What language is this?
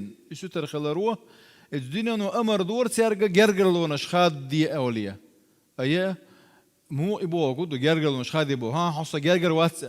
Chechen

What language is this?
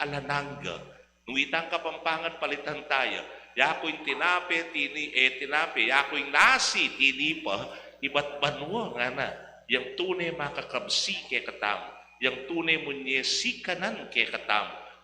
Pampanga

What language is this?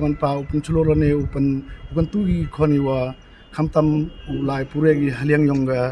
Pnar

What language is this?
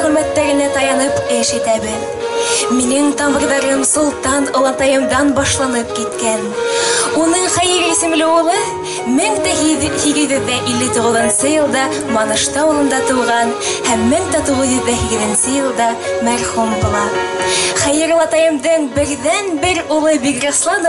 Bashkir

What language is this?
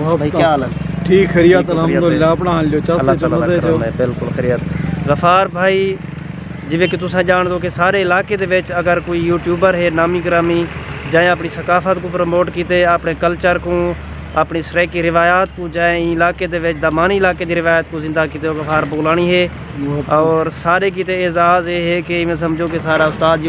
Saraiki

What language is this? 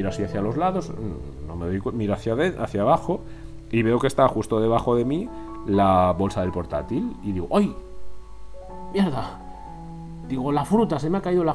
Spanish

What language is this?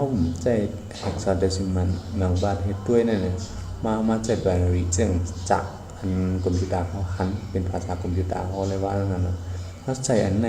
Shan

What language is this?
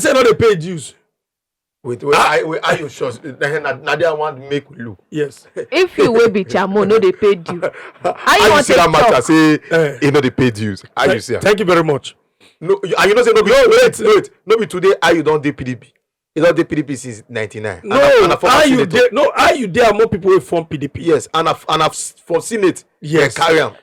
Nigerian Pidgin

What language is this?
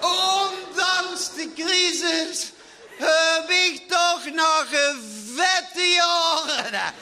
Limburgish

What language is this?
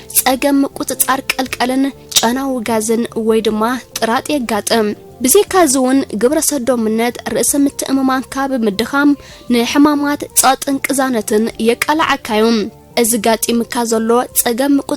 Tigrinya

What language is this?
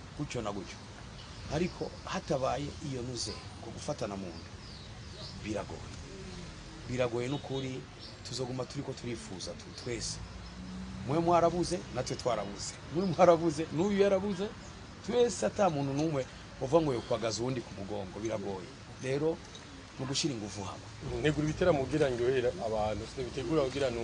Rundi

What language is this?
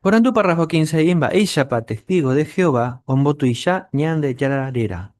Guarani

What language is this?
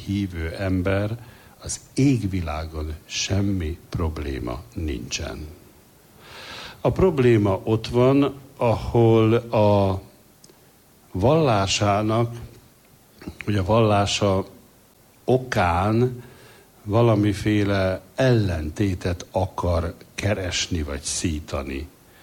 Hungarian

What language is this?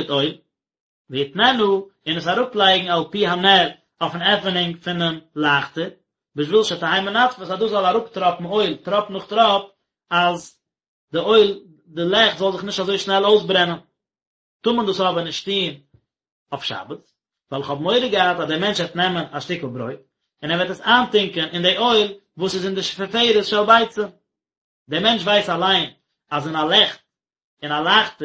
Yiddish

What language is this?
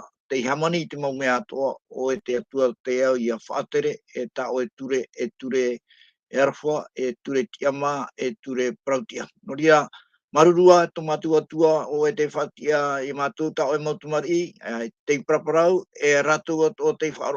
Tahitian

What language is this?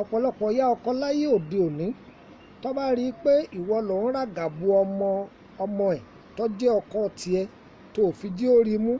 Yoruba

